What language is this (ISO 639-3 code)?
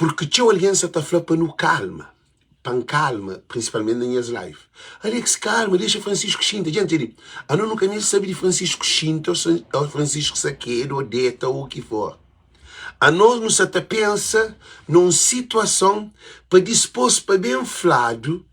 kea